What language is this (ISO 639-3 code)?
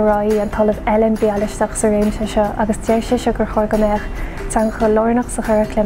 gle